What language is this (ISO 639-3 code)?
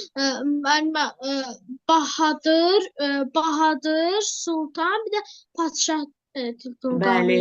aze